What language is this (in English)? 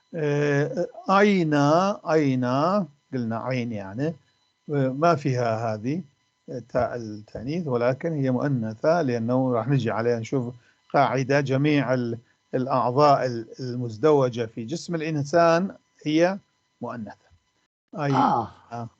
North Levantine Arabic